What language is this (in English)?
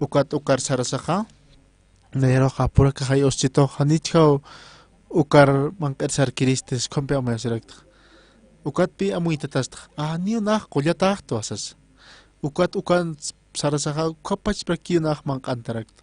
Aymara